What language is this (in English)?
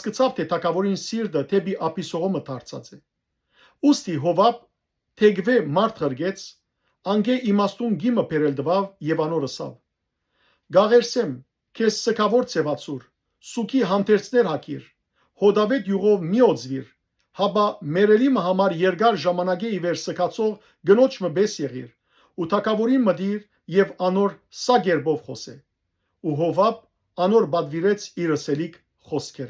Western Armenian